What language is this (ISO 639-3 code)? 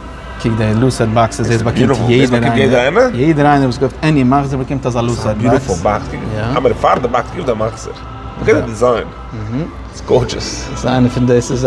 yid